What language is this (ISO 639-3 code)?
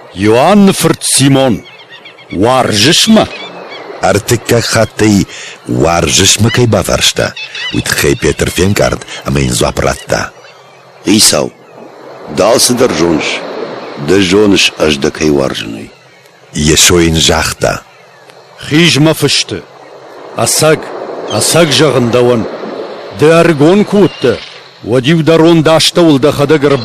oss